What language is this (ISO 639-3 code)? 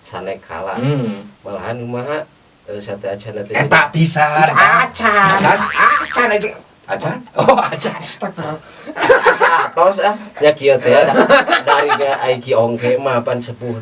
sun